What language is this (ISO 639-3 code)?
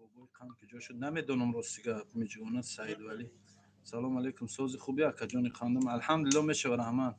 tgk